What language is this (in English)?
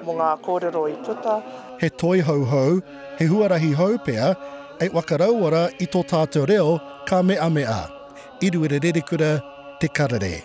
Māori